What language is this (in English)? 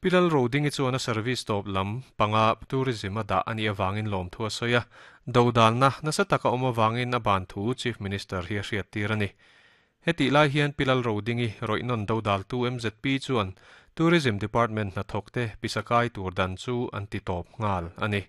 Mizo